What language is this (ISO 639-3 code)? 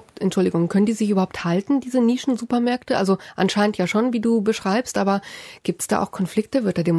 deu